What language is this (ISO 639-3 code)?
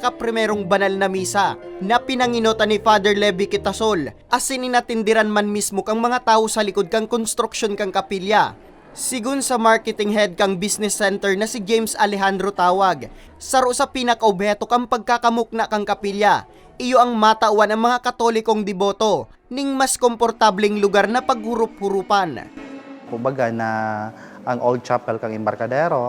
bik